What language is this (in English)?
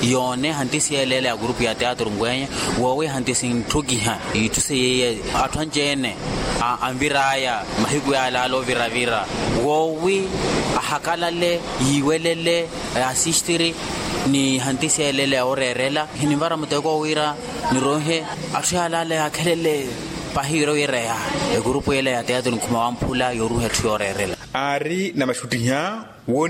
Makhuwa